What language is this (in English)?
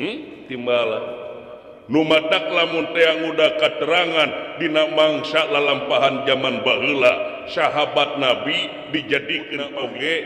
Sundanese